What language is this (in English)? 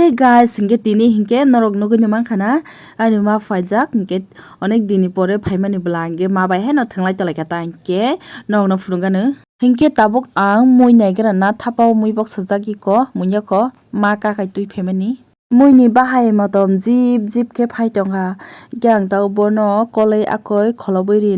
Kok Borok